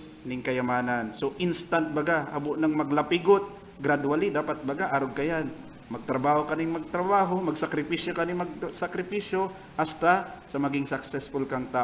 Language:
Bikol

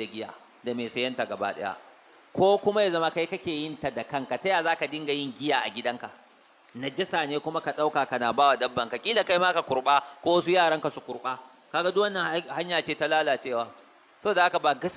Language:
Hausa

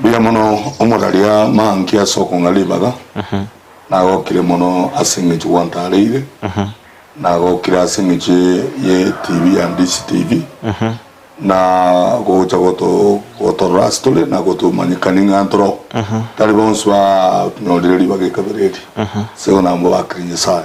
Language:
Gusii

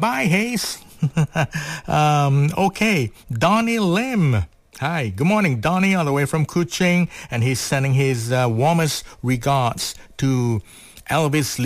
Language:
English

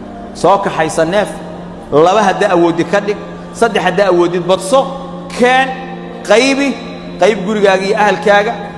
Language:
Somali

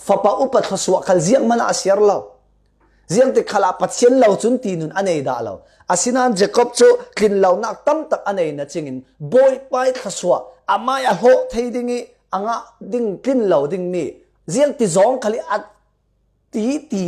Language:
Falam Chin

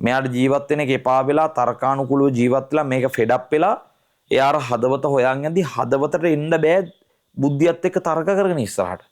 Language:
Sinhala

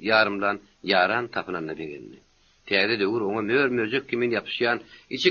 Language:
Turkmen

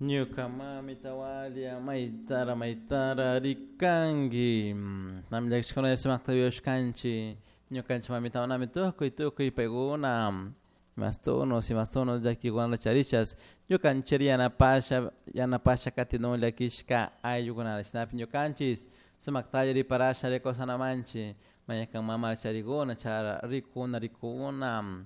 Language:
Chimborazo Highland Quichua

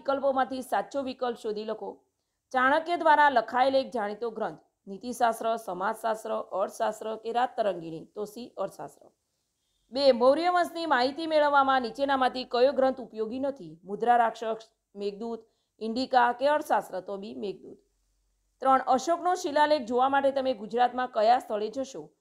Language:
Gujarati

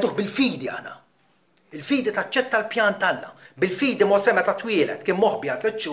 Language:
Maltese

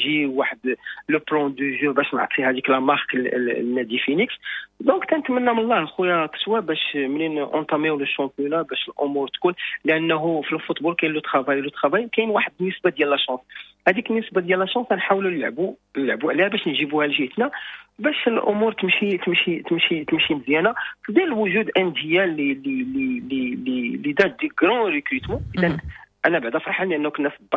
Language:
Moroccan Arabic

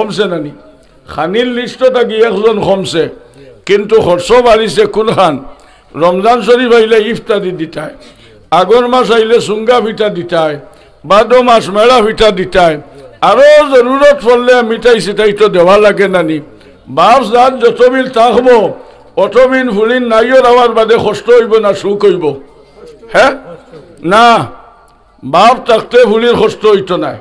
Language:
Sylheti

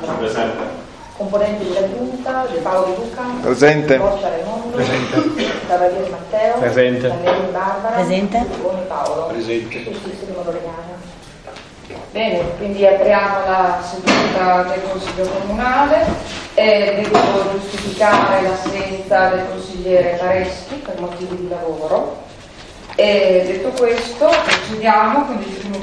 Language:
Italian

